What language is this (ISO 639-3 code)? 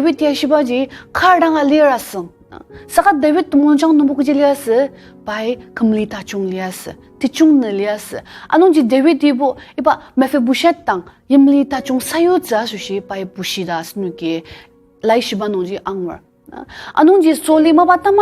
njo